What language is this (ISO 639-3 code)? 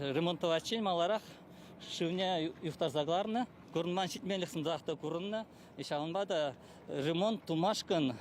chv